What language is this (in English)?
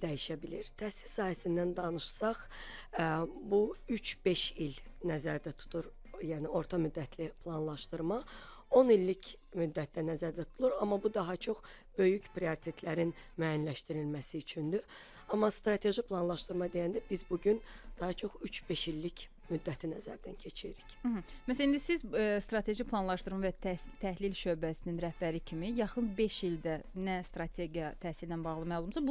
Azerbaijani